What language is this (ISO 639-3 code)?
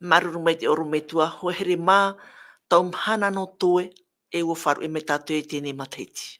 tah